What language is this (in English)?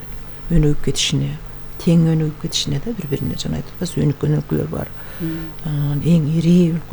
Kyrgyz